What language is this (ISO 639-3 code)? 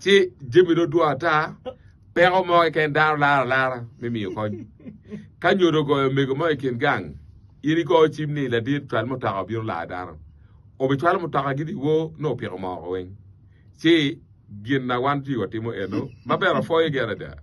ach